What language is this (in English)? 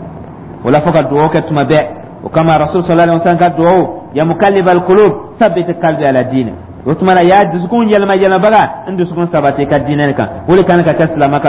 Dyula